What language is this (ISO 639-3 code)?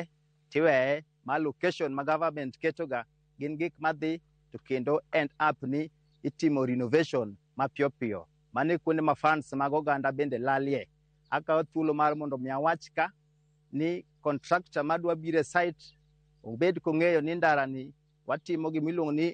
luo